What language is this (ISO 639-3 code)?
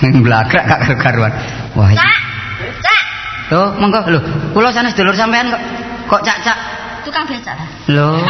jav